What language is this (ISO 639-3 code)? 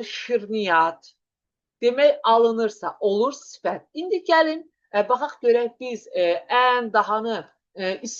aze